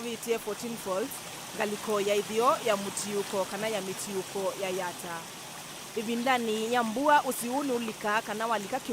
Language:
Kamba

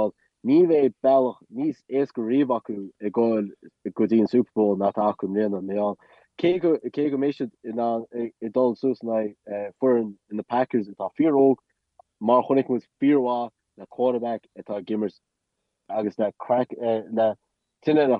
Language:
Irish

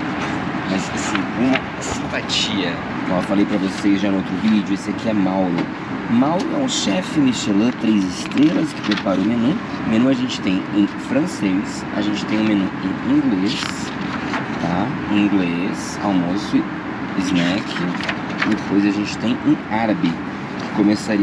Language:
Portuguese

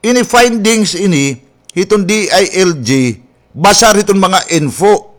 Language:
Waray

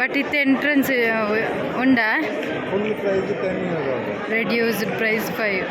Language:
Tulu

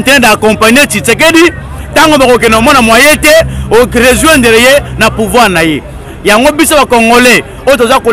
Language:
Lingala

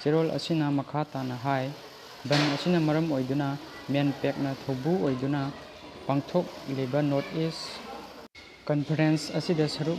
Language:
Manipuri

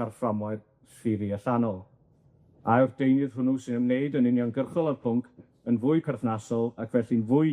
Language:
Welsh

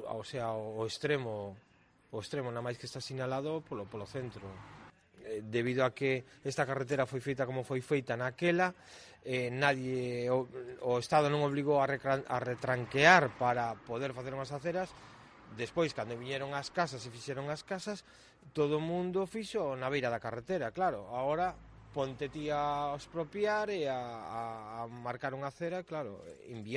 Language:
Galician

